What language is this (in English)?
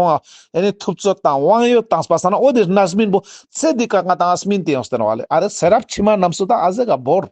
Ladakhi